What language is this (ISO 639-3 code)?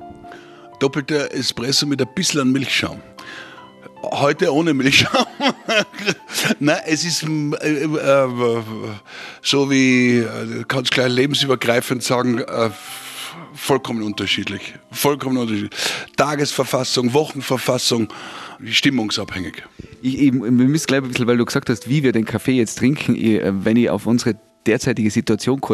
deu